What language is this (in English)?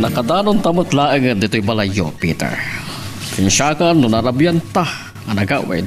Iloko